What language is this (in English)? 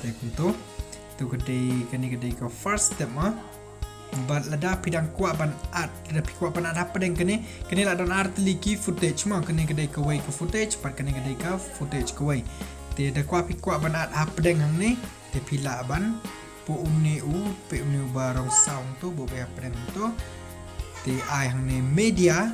Khasi